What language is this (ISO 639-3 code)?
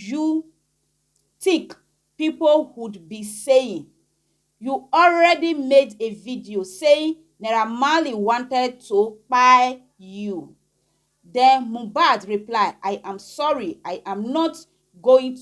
pcm